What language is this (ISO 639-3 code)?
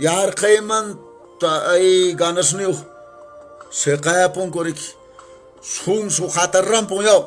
que